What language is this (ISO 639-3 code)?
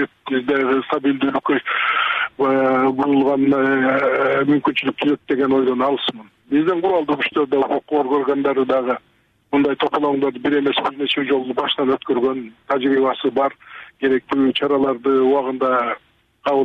kir